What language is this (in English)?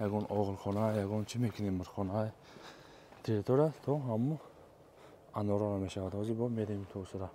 Tajik